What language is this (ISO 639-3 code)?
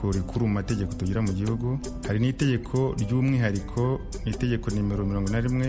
kin